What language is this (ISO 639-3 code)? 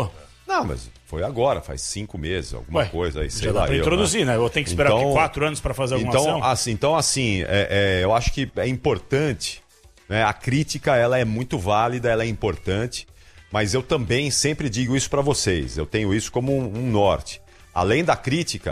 por